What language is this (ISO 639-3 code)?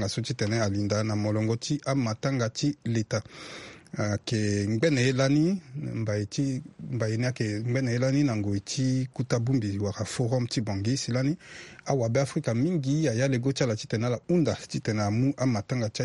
sag